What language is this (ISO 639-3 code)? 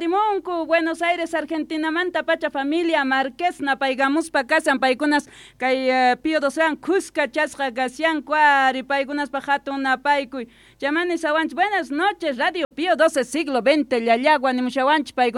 que